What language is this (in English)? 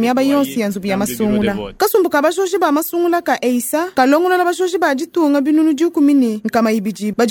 Luba-Lulua